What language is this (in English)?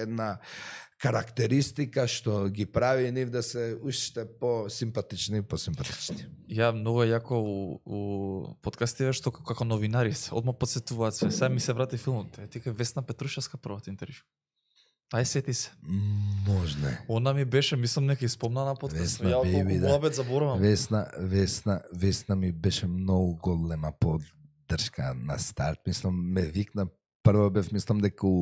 Macedonian